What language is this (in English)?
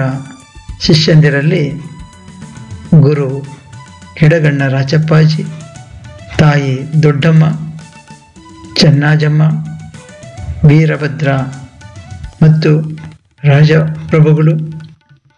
Kannada